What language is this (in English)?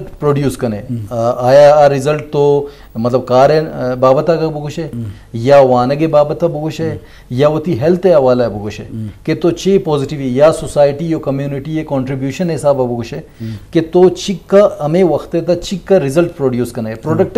Eastern Balochi